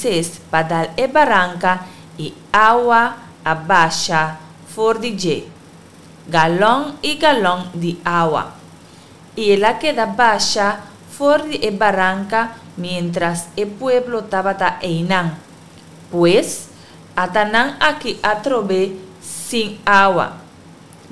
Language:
Papiamento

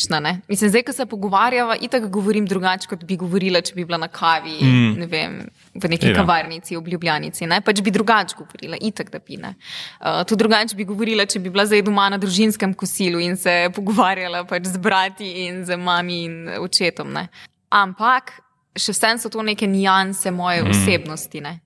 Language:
Slovenian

